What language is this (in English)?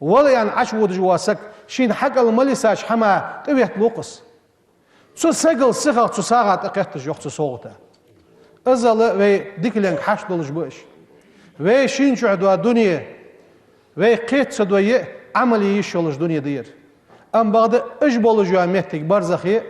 Ingush